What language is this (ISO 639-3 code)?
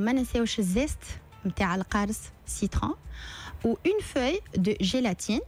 aeb